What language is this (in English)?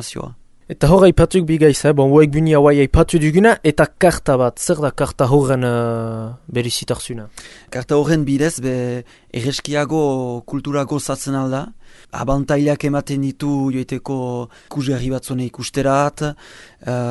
Basque